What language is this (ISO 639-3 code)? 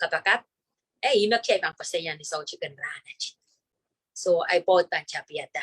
pon